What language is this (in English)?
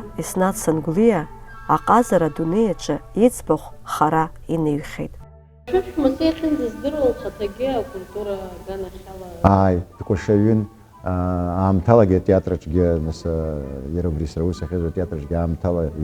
Abkhazian